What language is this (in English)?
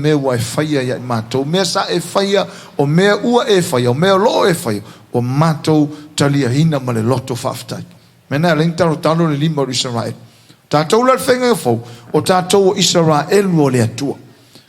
Samoan